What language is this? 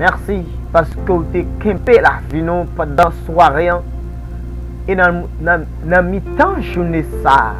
Haitian Creole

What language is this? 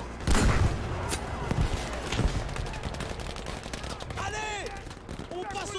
French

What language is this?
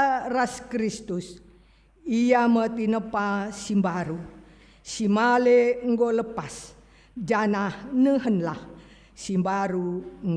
Batak Karo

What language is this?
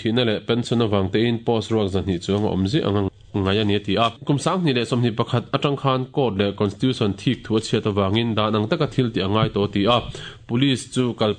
Mizo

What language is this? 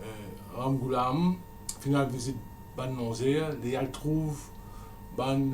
Morisyen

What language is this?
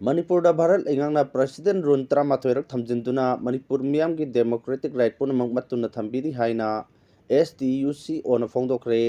Manipuri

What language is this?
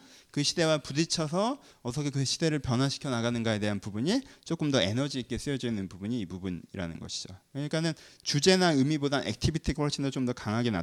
Korean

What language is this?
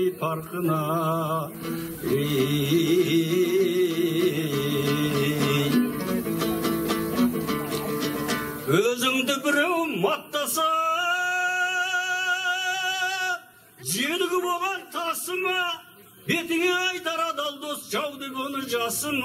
Kazakh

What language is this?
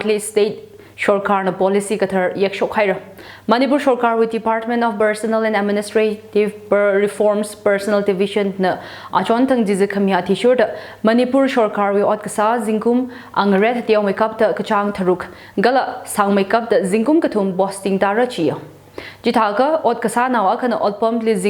Tangkhul Naga (India)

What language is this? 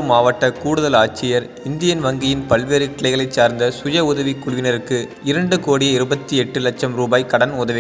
Tamil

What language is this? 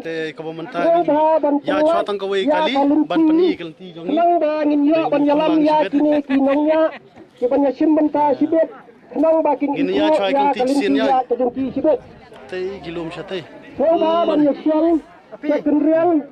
Khasi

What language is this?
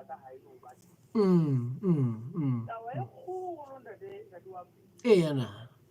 Southern Sotho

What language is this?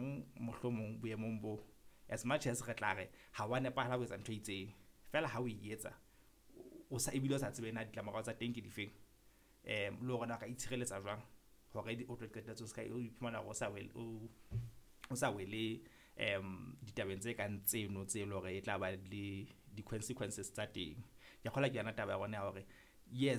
Southern Sotho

